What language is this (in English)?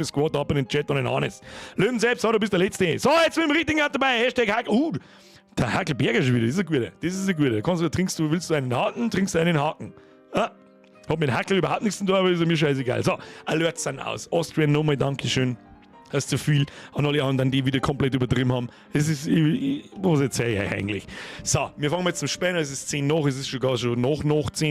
Bavarian